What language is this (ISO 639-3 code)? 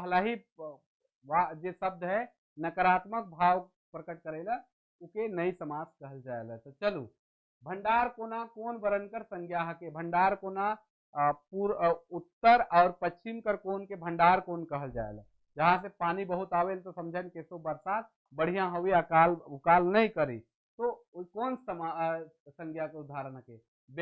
sck